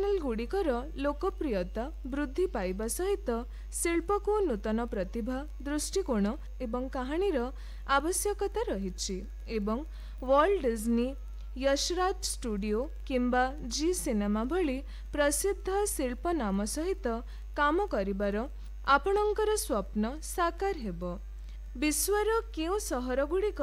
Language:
Odia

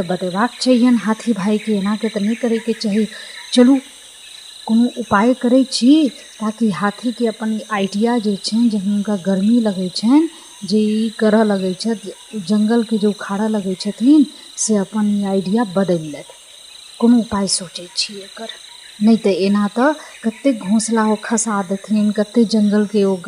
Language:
Maithili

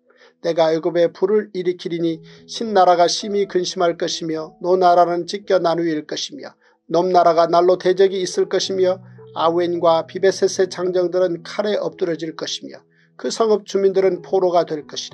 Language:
Korean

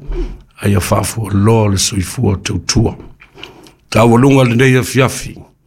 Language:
Samoan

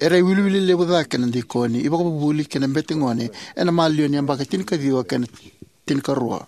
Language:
Fijian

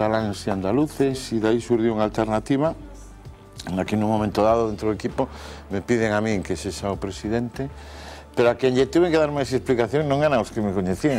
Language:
Galician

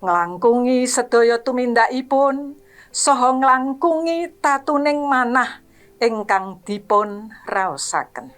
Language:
Javanese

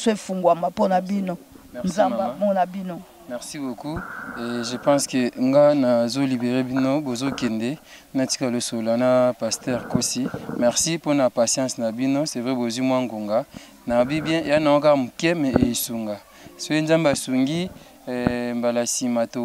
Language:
Lingala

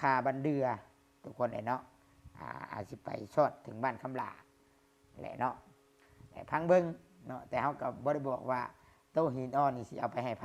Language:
Lao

